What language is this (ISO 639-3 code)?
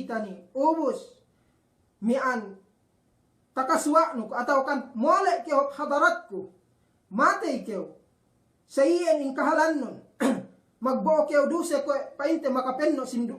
yka